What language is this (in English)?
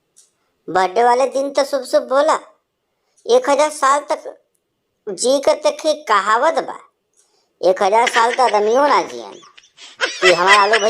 Bhojpuri